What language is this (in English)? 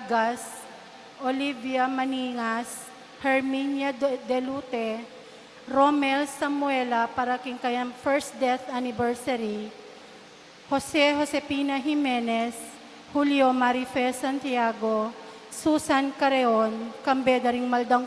Pampanga